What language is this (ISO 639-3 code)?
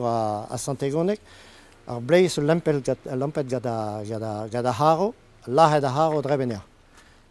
bre